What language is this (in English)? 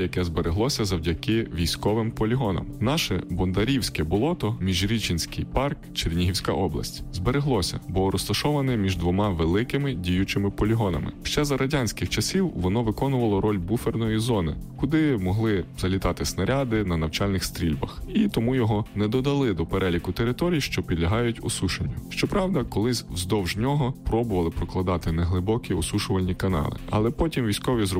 Ukrainian